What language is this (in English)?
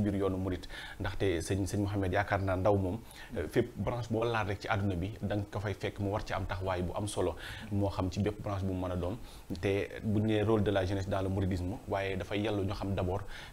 Wolof